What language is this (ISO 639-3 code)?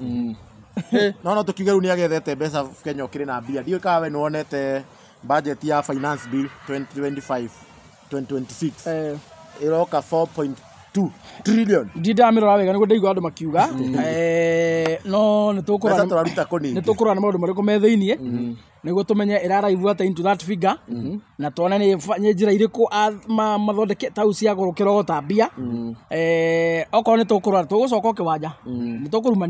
kik